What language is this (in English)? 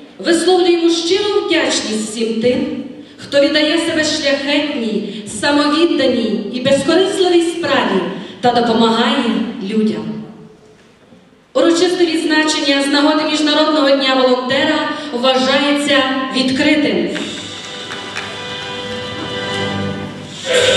Ukrainian